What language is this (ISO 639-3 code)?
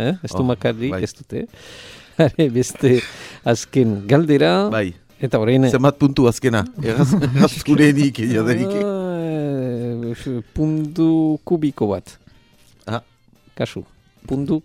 eus